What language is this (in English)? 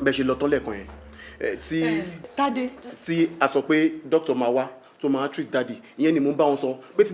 Yoruba